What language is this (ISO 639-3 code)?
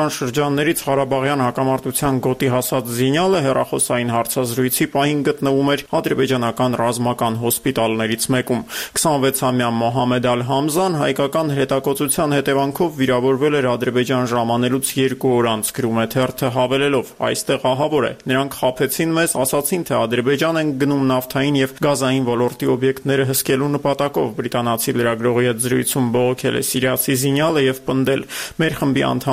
hye